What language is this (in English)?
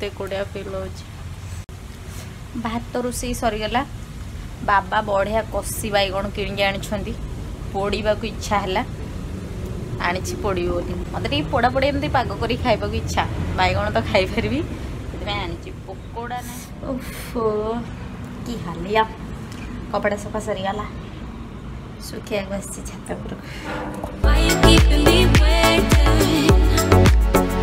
Odia